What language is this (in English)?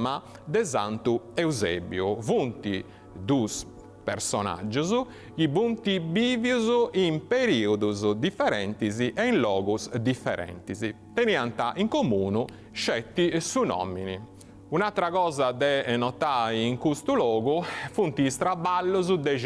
Sardinian